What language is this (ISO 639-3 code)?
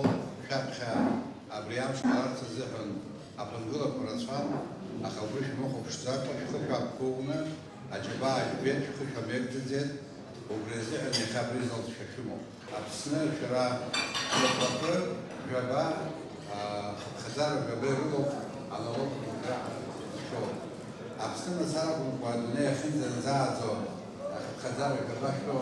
abk